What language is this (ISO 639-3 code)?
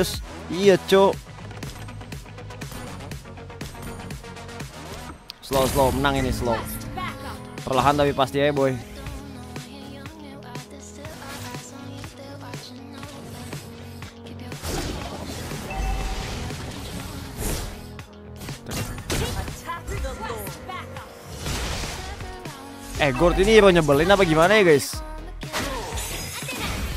ind